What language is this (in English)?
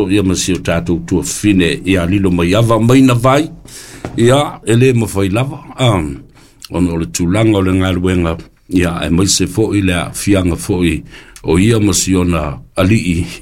Samoan